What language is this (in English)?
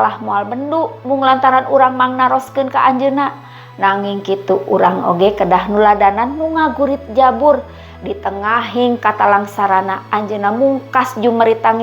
Sundanese